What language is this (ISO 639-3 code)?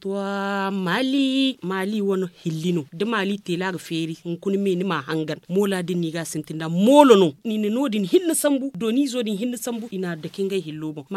dje